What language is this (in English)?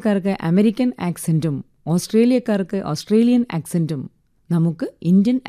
Malayalam